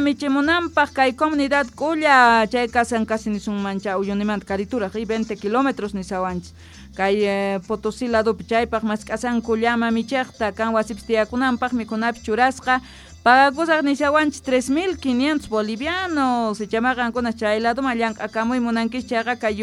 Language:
South Bolivian Quechua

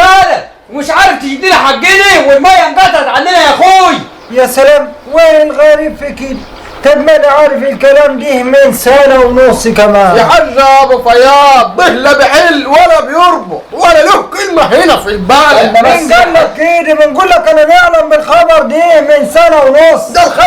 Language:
Egyptian Arabic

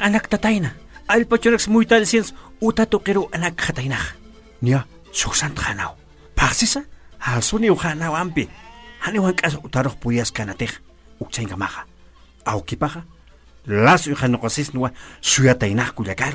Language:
Aymara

